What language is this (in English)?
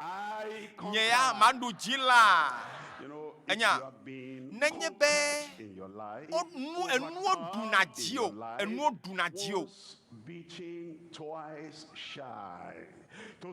Ewe